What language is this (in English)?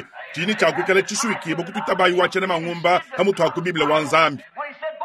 Luba-Lulua